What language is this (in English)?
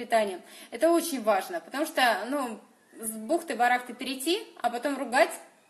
Russian